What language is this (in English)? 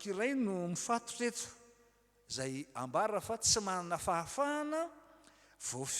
Malagasy